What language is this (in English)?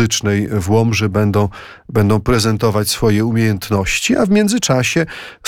Polish